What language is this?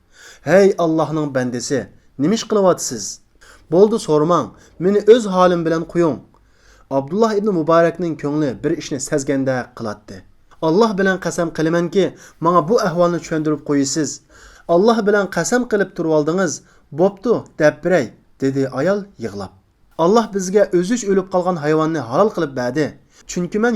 Uyghur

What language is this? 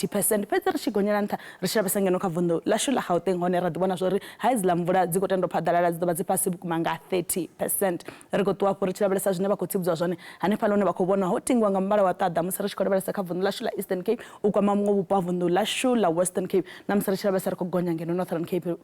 Venda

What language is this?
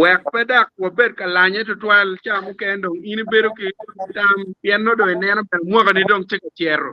Acoli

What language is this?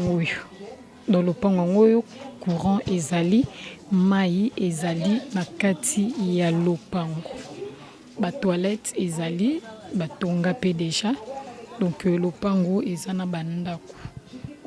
Lingala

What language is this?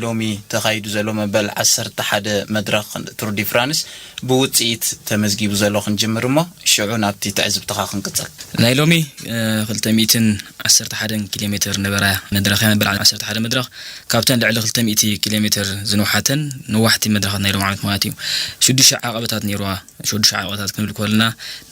Tigrinya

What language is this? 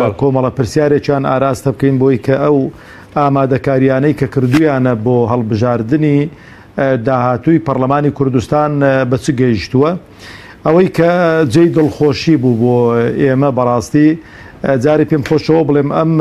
Central Kurdish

